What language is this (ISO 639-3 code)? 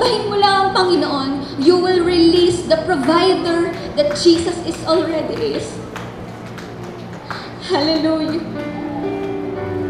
fil